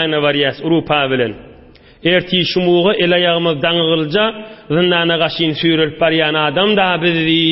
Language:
Turkmen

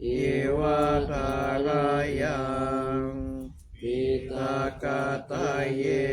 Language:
Pali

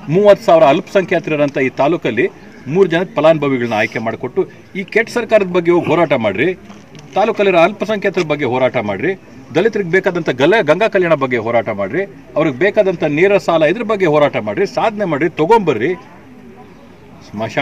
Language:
Kannada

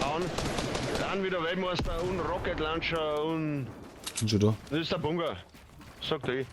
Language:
Bavarian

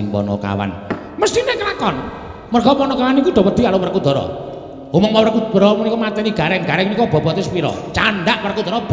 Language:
Javanese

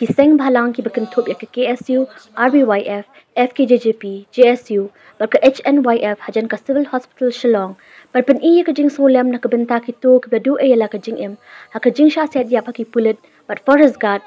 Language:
Khasi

